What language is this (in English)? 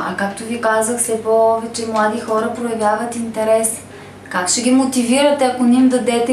Bulgarian